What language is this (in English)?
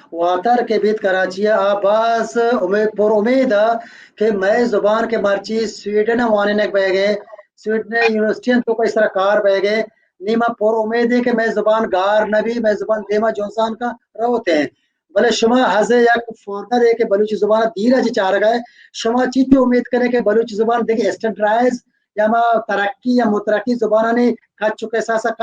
Baluchi